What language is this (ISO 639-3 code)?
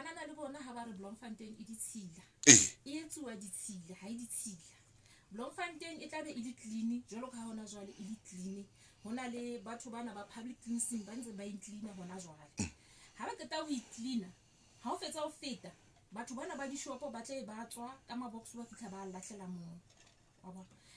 sot